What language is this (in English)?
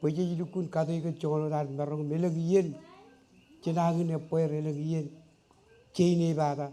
Marshallese